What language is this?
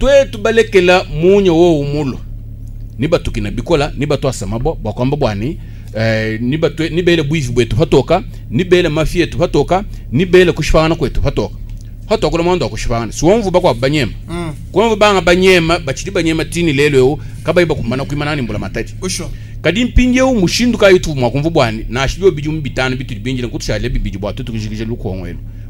Luba-Lulua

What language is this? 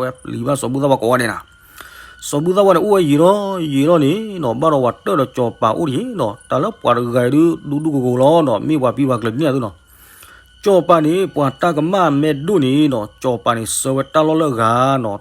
S'gaw Karen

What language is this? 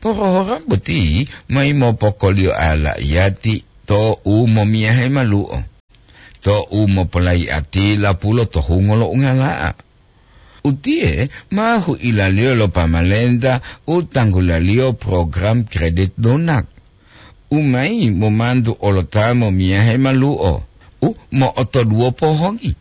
Gorontalo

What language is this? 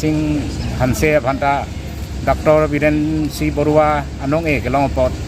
Karbi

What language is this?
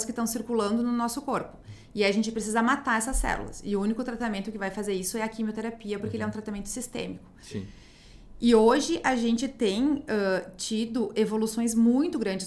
Portuguese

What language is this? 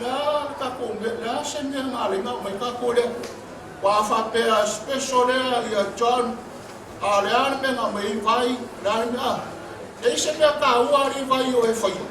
Samoan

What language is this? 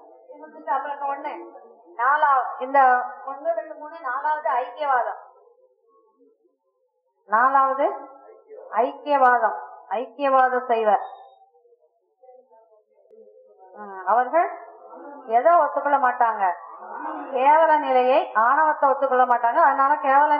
Tamil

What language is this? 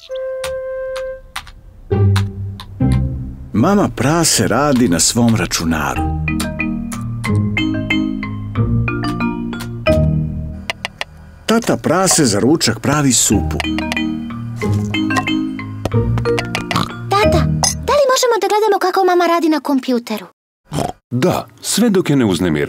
Serbian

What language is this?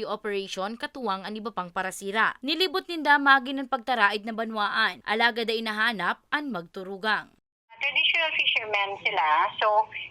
Bikol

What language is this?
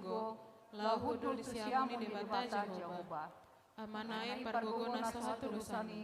Batak Toba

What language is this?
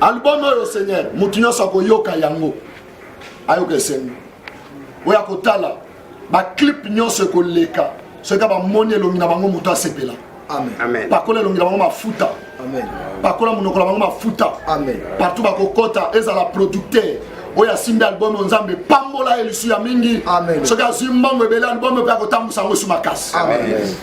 Lingala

